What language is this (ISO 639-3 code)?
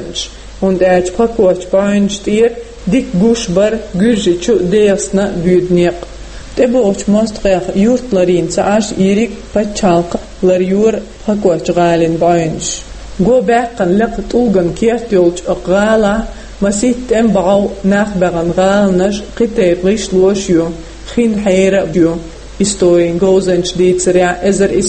che